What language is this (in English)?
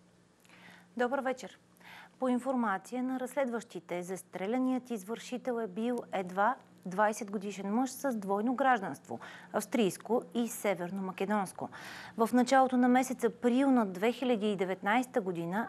Bulgarian